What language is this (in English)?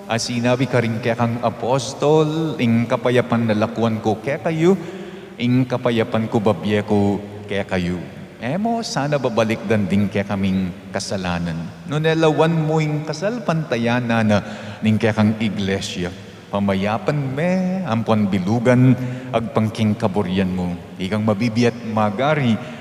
Pampanga